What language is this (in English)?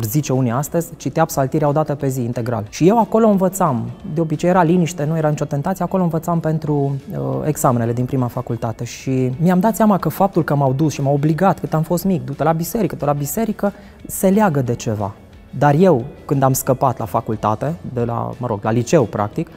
Romanian